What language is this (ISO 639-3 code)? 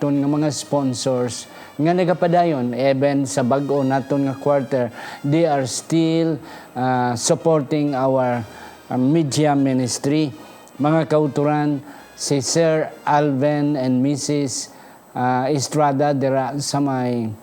hil